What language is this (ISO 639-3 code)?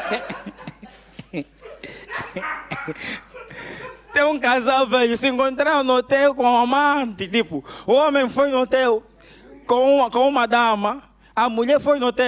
por